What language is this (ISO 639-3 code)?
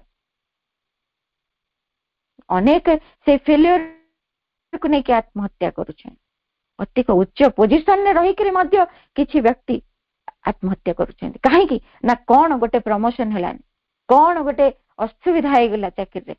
ori